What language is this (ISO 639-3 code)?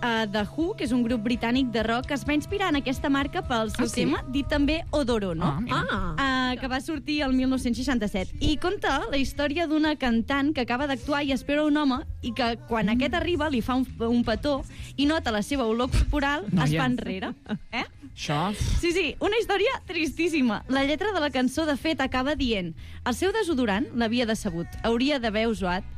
cat